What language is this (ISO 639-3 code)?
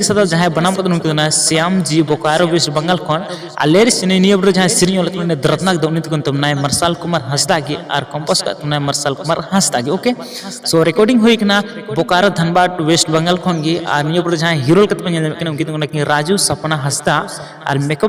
sat